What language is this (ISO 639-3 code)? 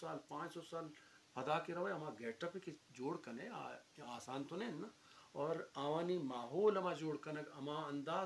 bgp